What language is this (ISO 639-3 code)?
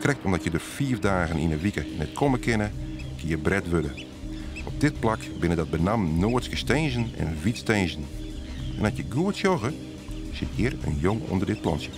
fry